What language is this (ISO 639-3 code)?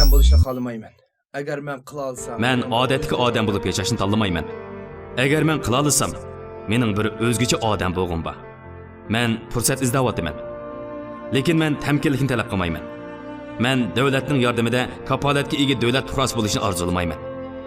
uig